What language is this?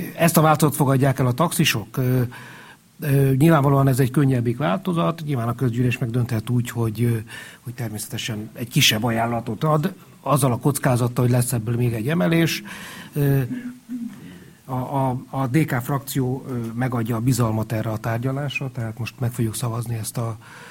Hungarian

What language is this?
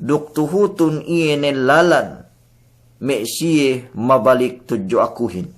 Yakan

